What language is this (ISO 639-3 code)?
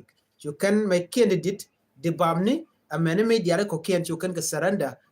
nus